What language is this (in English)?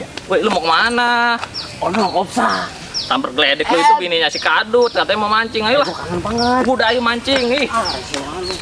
Betawi